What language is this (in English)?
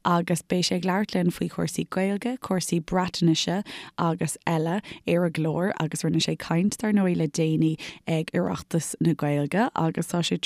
Irish